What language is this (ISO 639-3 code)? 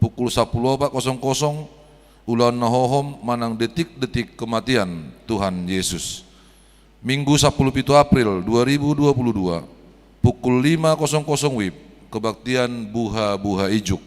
bbc